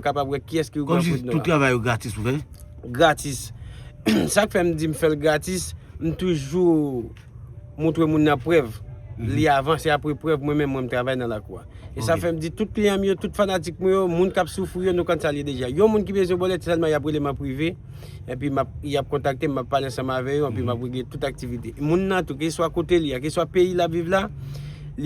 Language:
Haitian Creole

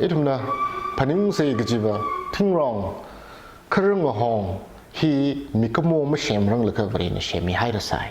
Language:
Tangkhul Naga (India)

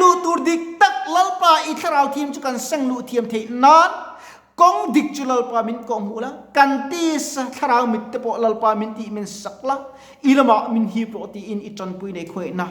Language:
Mizo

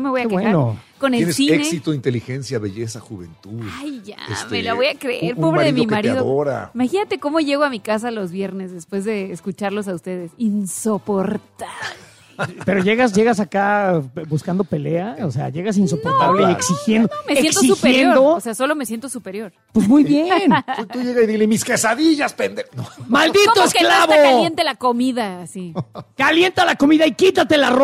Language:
Spanish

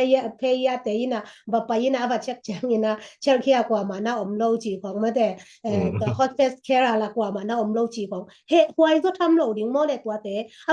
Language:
Tedim Chin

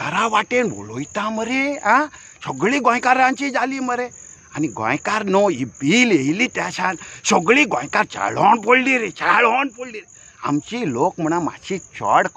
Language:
Konkani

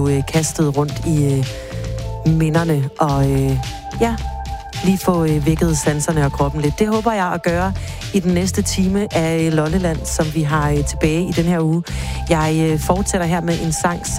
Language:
Danish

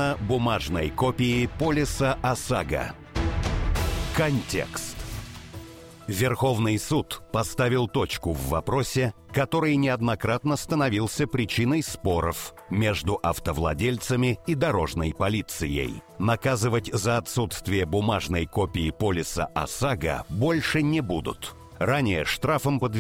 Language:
Russian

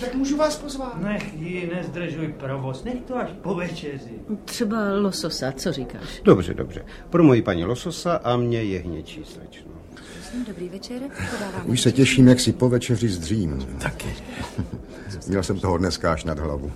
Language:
Czech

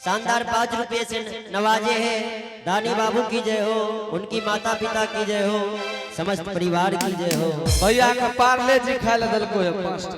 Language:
Angika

